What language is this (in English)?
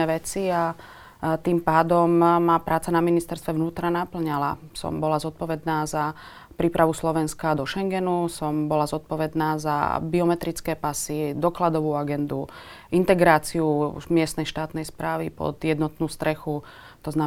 Slovak